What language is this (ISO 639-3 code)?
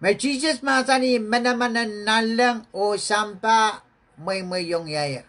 pon